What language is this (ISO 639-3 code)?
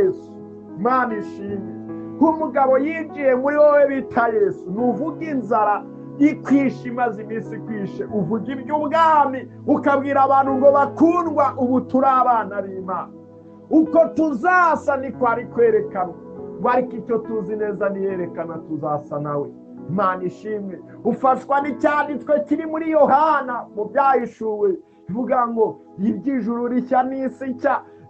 kin